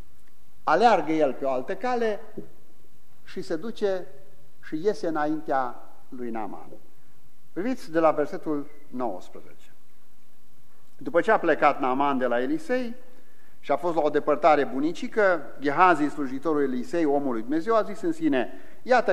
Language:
Romanian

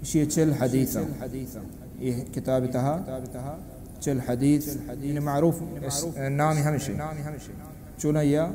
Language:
Baluchi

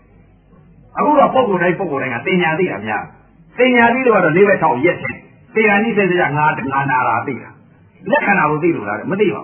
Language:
Burmese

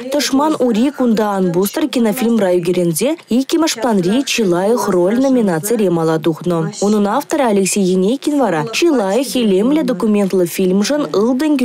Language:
Chuvash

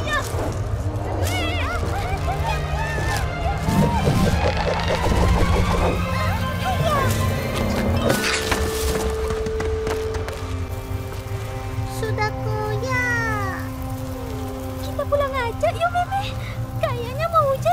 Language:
Malay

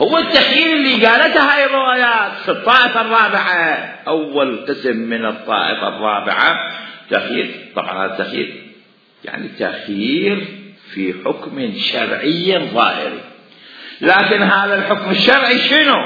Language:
Mesopotamian Arabic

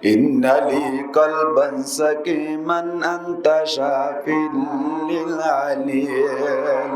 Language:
Rohingya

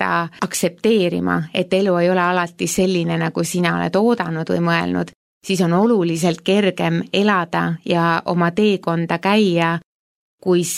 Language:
Estonian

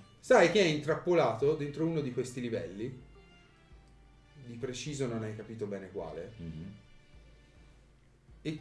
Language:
Italian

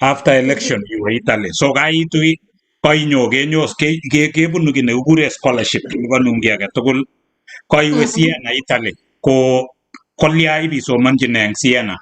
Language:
Kalenjin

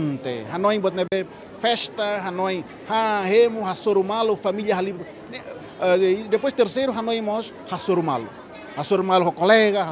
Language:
Tetum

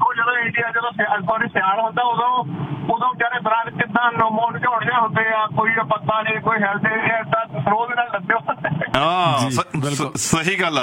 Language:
Punjabi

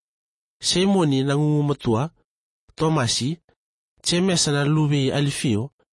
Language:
Fijian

